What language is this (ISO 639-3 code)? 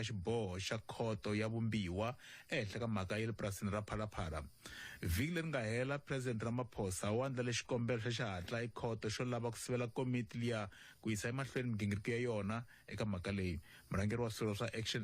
tso